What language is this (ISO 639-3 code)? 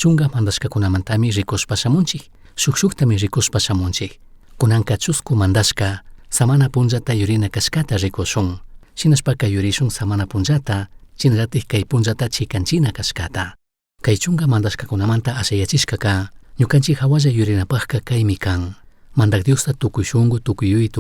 qug